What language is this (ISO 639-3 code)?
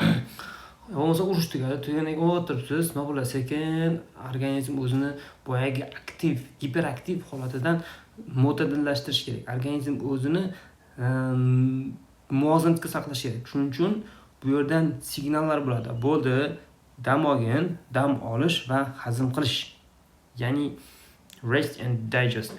uzb